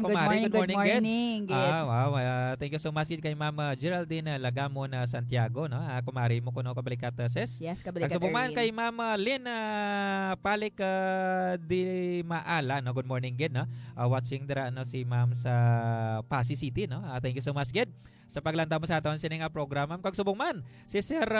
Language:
Hiligaynon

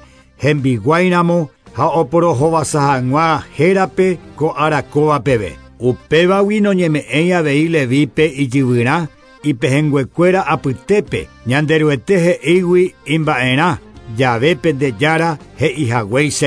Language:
Guarani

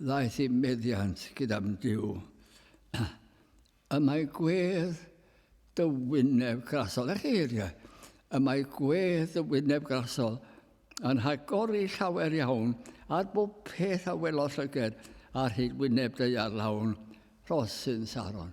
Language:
Welsh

